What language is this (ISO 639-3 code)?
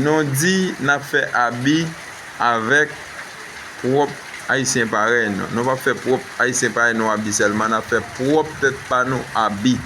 hat